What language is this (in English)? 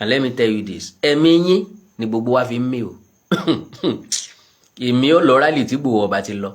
Yoruba